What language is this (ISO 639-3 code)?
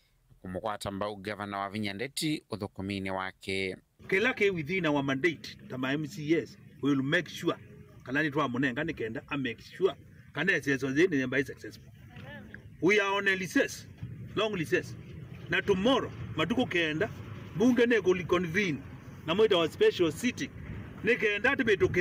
kam